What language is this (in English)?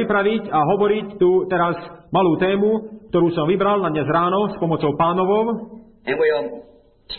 Slovak